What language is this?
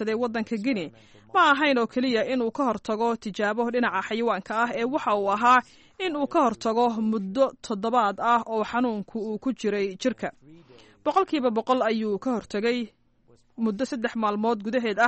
Somali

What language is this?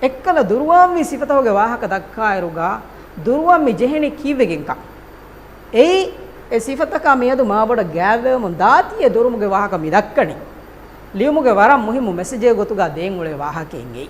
Divehi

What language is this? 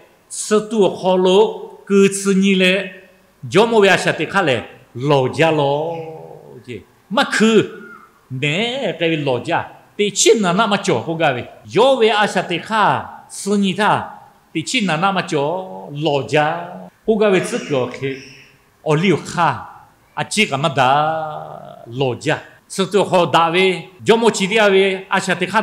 Lahu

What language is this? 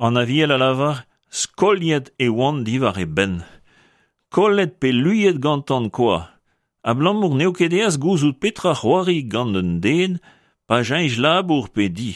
Breton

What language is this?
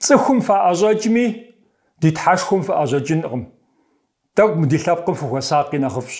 Kabardian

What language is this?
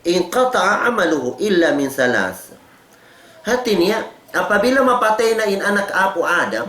Tausug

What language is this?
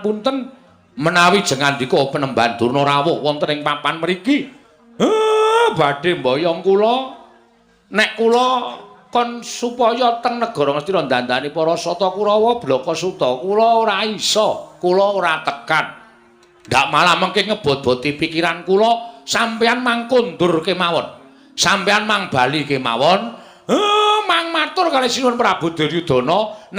Javanese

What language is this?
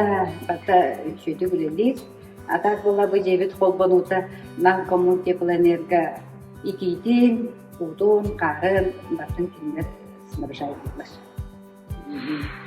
Yakut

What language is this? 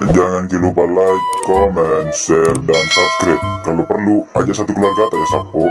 Buginese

